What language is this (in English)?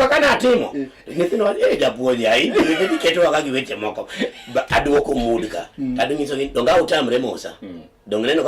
Luo (Kenya and Tanzania)